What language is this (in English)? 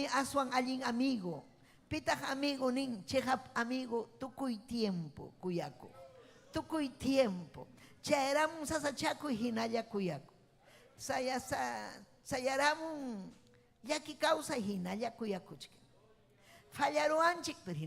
Ayacucho Quechua